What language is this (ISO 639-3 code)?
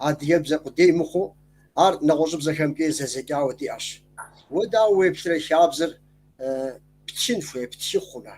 kbd